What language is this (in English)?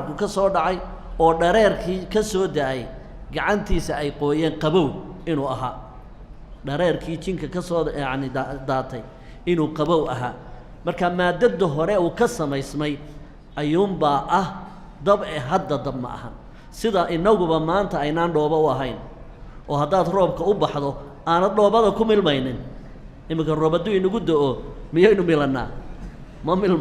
Somali